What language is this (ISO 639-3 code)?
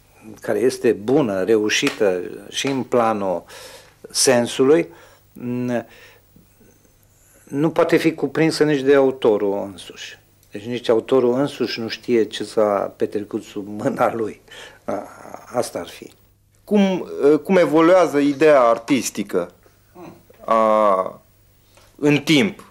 ron